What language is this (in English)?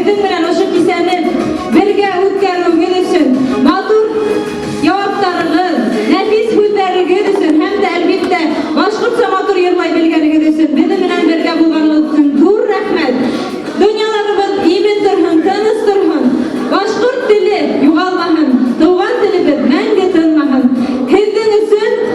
Bashkir